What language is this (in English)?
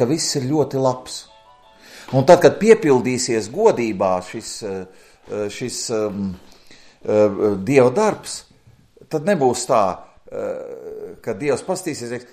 Latvian